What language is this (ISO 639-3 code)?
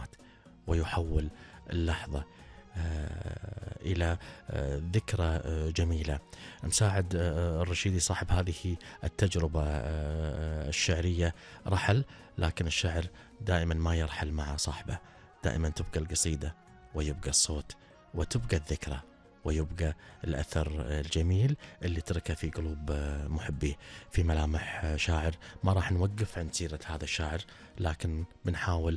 afb